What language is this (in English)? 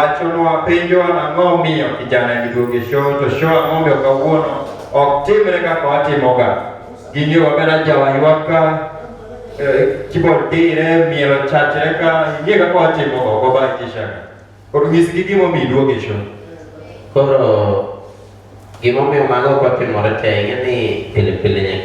Luo (Kenya and Tanzania)